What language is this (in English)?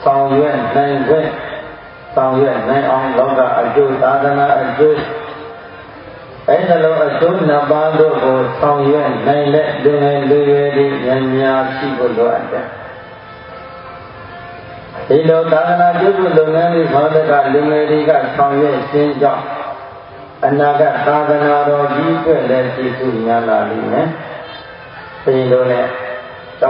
Burmese